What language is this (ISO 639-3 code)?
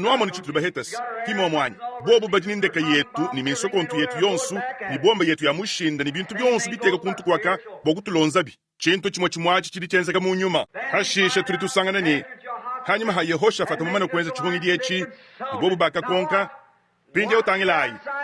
lua